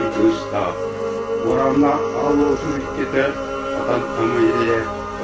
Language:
Yakut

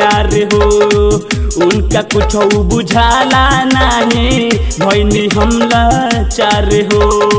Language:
Bhojpuri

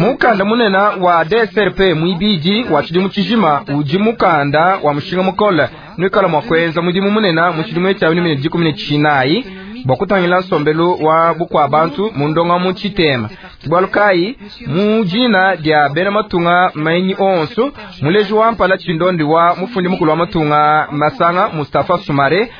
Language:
Luba-Lulua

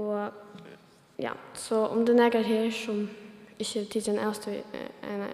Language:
Faroese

